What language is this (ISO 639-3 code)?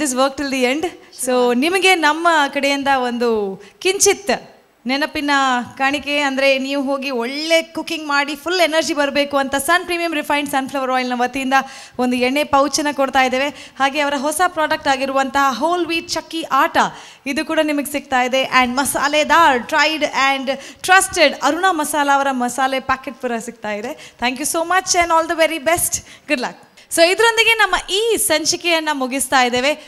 kan